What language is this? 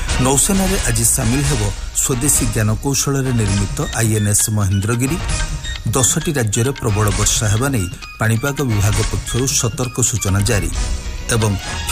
Odia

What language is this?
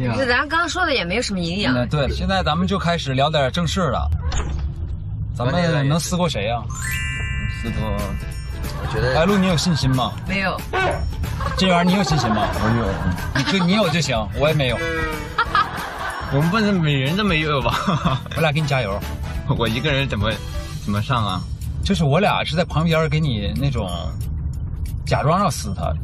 Chinese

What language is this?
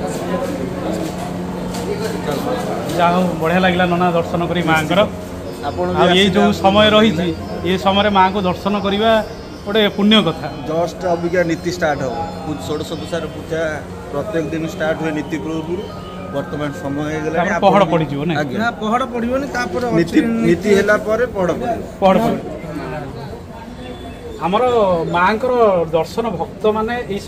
Odia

